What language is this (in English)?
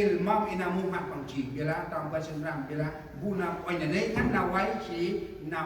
Central Mnong